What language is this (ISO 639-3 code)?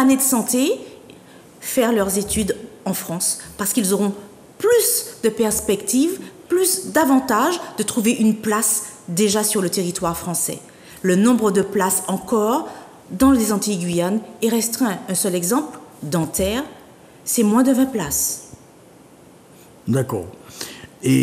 fra